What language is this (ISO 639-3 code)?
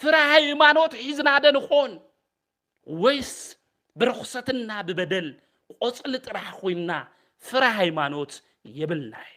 tir